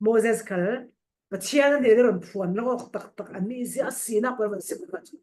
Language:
Falam Chin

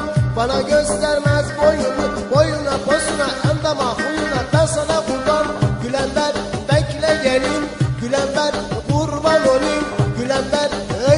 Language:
Turkish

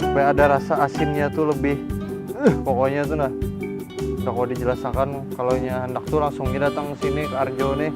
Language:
Banjar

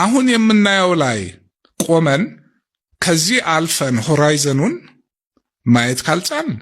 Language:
Amharic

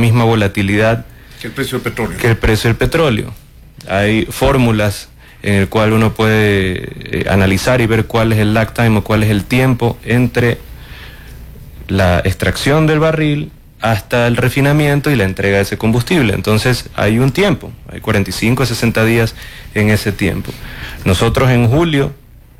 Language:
Spanish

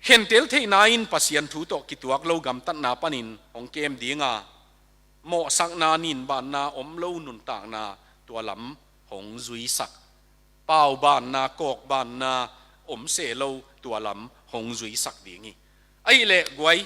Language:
Tedim Chin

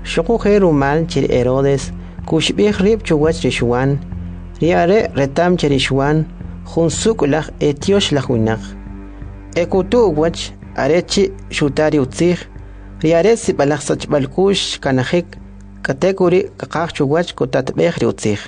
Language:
Kʼicheʼ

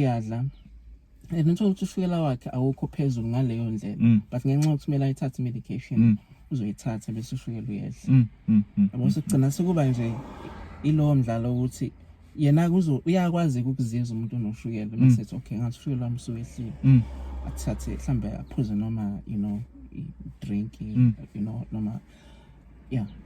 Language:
Zulu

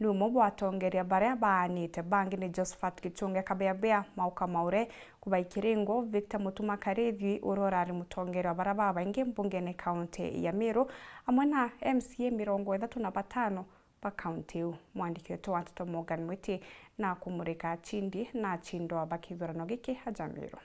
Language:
Meru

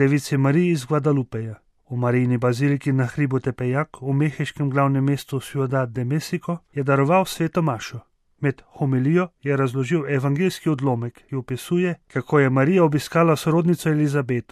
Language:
Slovenian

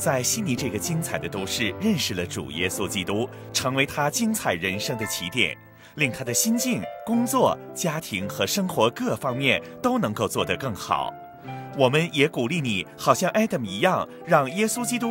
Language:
Chinese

